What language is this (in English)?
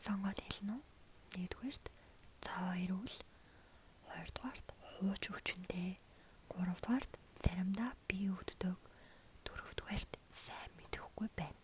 Mongolian